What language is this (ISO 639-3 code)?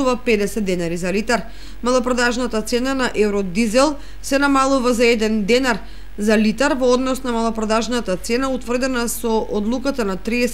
mkd